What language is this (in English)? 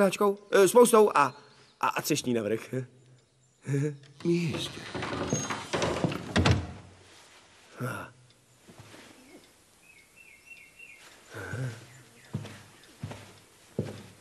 Czech